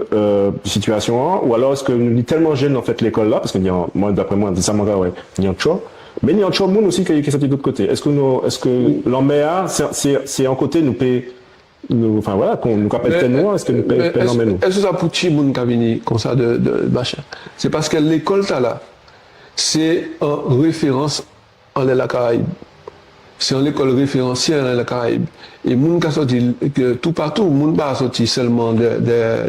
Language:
Guadeloupean Creole French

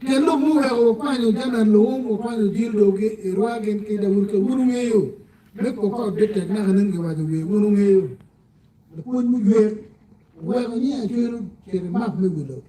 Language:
Acoli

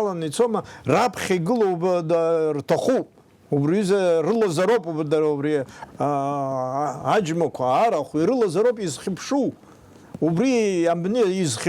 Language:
Abkhazian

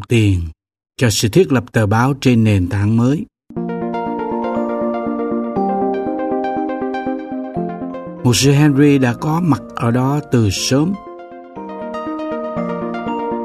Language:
Vietnamese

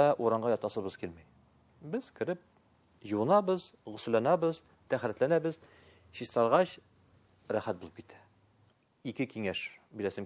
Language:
Tatar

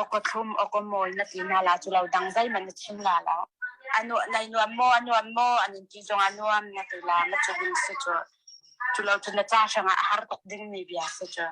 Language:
Hakha Chin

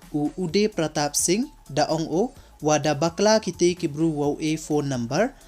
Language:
Pnar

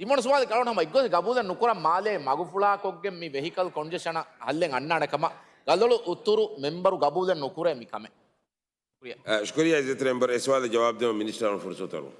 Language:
Divehi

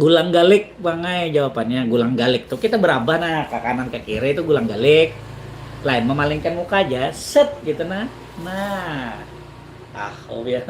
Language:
Banjar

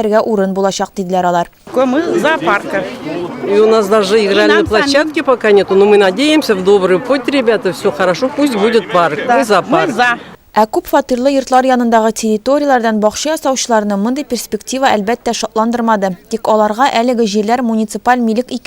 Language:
Tatar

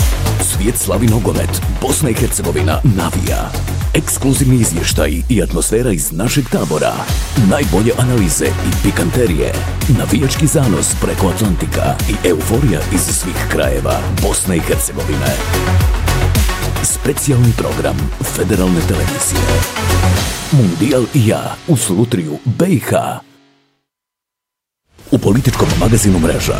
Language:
Bosnian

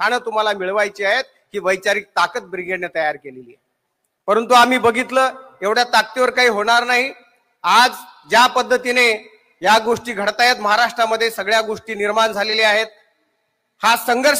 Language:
Marathi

